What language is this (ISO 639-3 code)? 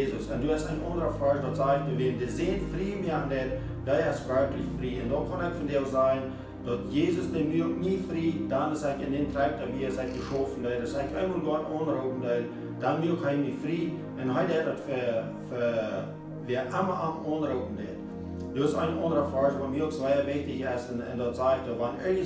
pdt